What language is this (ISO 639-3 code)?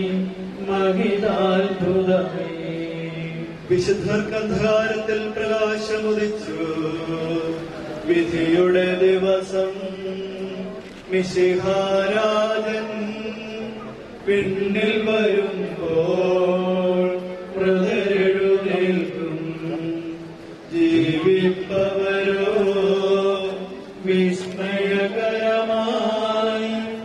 mal